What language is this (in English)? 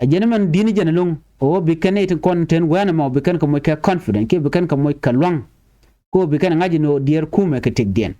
Nuer